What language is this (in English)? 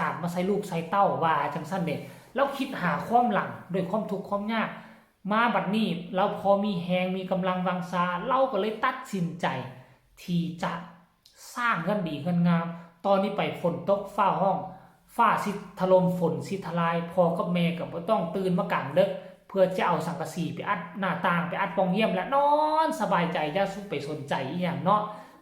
Lao